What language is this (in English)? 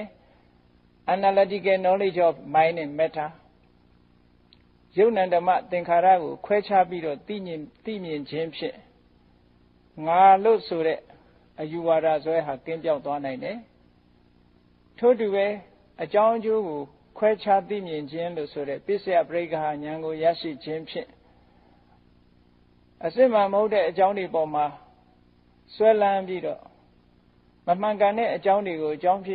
Burmese